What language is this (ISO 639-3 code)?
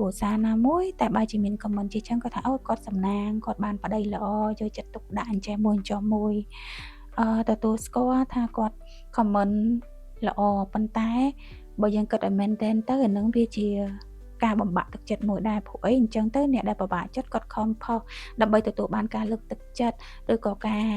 khm